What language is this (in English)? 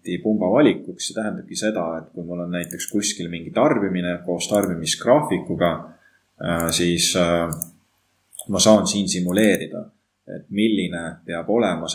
Estonian